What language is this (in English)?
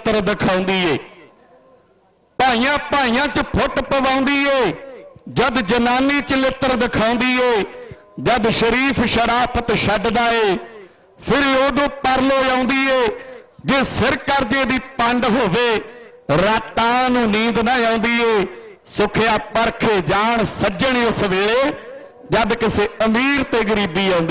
Punjabi